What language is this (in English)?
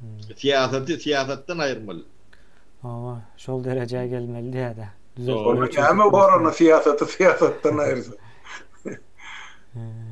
Turkmen